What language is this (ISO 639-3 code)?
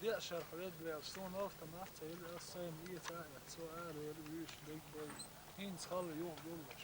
che